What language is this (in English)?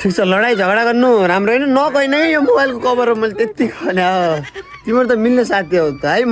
Nepali